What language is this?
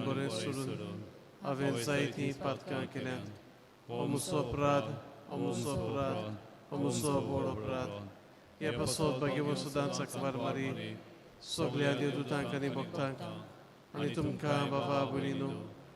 Konkani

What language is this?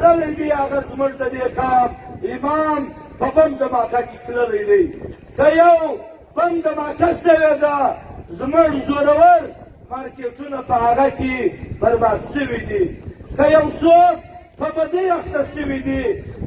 Pashto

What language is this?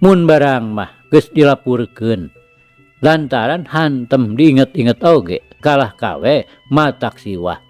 Sundanese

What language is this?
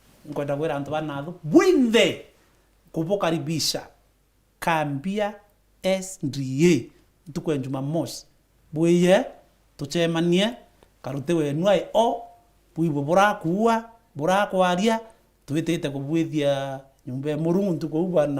Meru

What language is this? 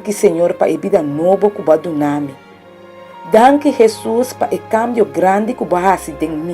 Papiamento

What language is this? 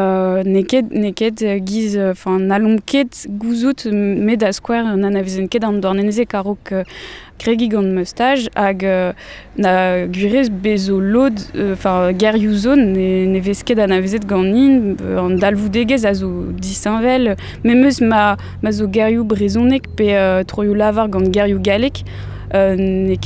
Breton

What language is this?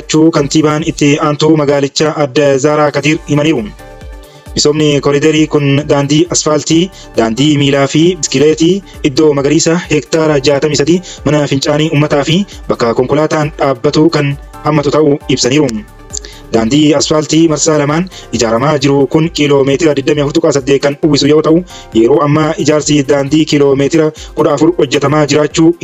Oromo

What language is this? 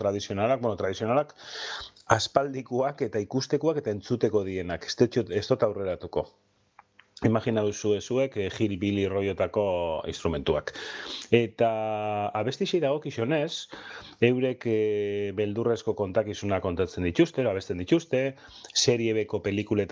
Basque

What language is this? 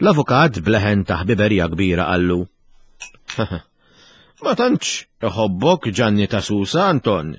Maltese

